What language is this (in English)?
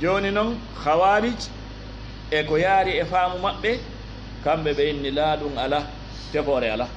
Fula